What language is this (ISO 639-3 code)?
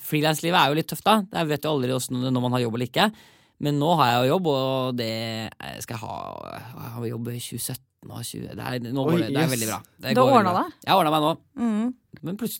nor